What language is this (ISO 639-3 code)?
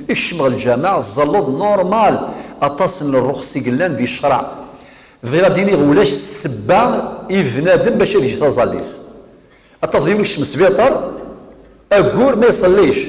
kab